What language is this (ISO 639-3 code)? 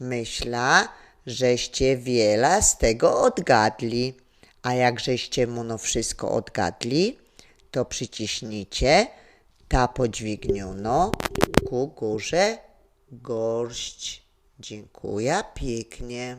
szl